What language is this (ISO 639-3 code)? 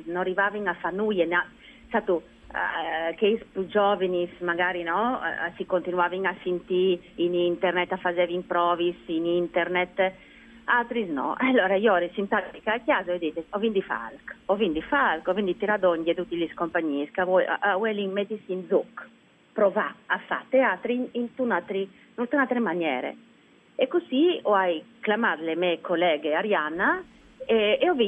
fur